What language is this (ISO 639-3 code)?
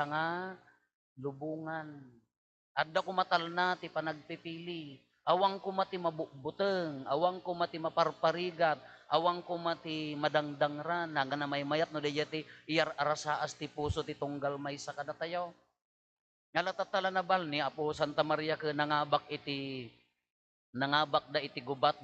ilo